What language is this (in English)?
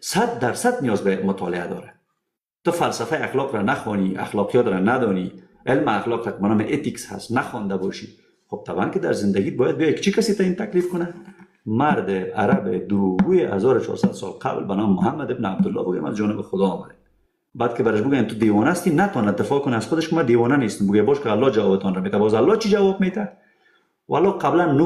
Persian